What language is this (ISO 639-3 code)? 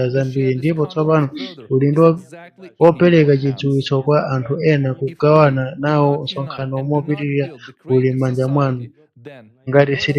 nya